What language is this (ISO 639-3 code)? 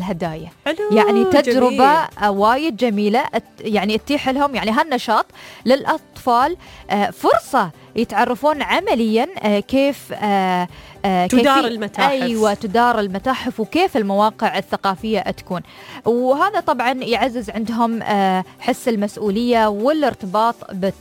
afb